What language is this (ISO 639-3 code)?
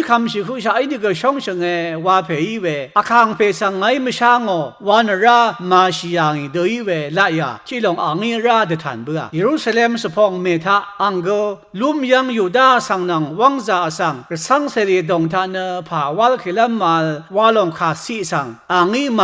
raw